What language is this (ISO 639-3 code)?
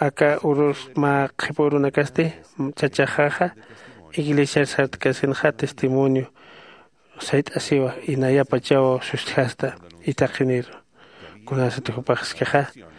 aym